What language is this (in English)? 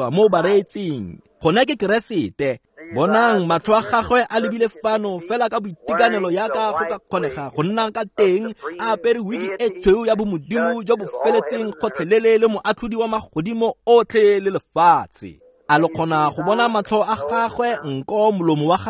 Tswana